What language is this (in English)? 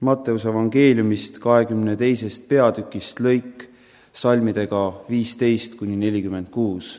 Estonian